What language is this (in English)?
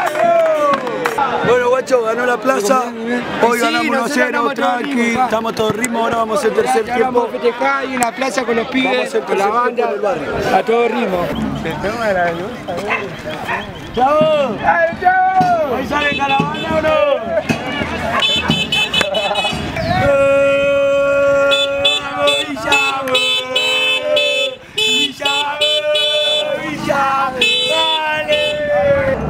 Spanish